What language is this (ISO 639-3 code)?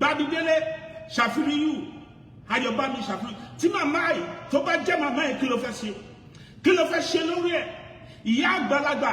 yor